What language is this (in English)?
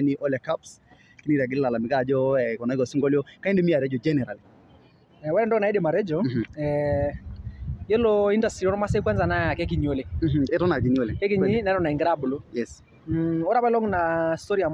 Masai